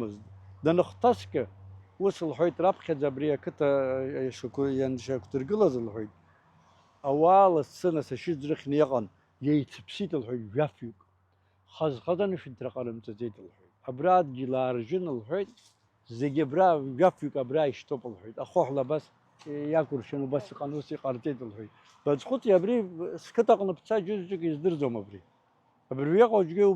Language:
Abkhazian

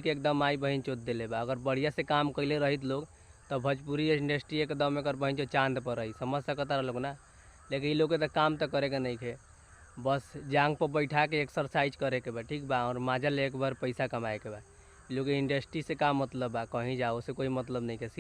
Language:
Bhojpuri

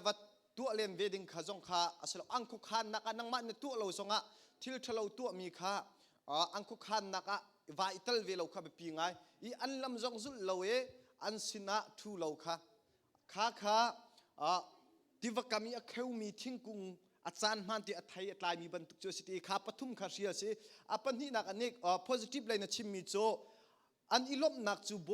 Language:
Hakha Chin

